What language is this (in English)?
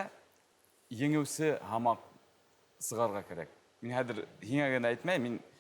Bashkir